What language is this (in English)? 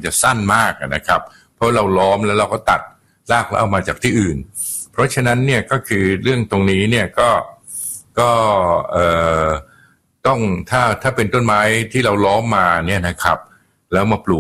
Thai